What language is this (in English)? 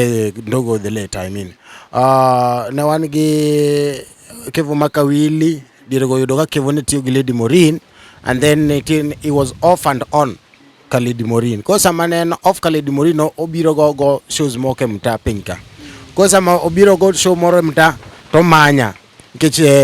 Luo (Kenya and Tanzania)